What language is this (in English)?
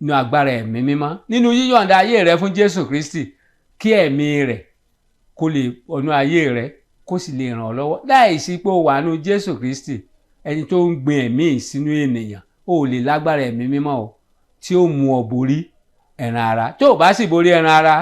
Yoruba